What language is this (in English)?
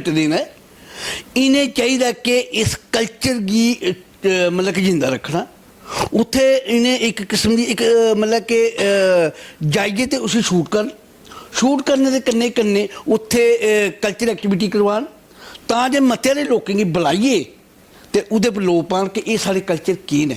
Dogri